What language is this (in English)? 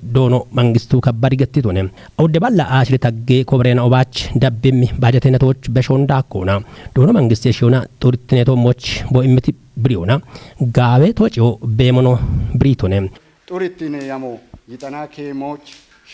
Kafa